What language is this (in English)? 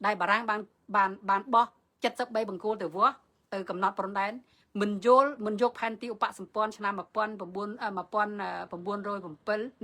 Khmer